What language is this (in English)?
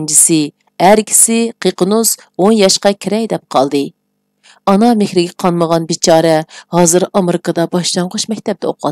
Uyghur